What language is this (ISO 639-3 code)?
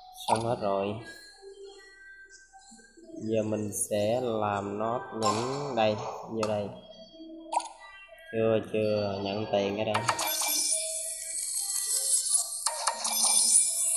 vie